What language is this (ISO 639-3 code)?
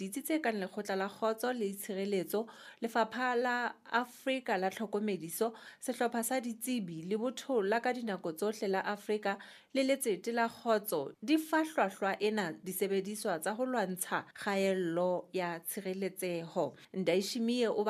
sot